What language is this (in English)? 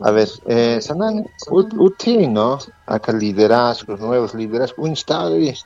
Aymara